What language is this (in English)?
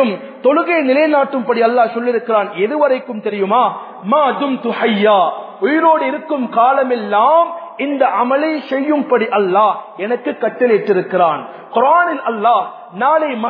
Tamil